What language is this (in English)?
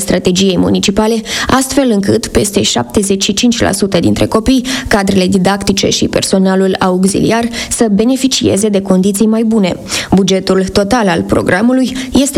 Romanian